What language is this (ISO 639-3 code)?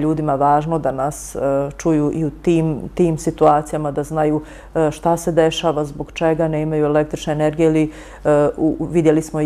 bos